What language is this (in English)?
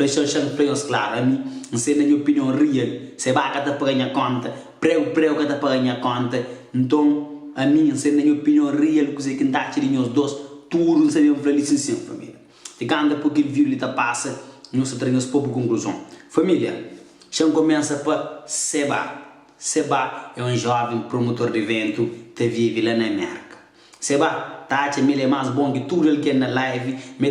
Kabuverdianu